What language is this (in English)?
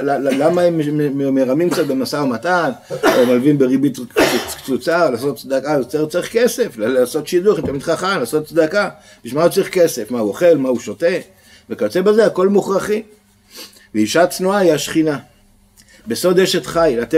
Hebrew